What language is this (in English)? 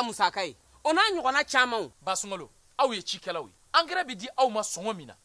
Bambara